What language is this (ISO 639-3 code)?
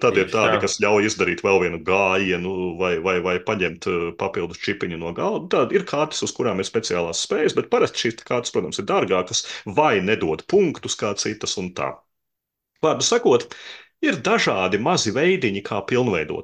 lav